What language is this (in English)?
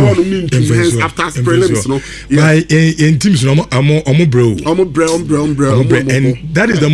Akan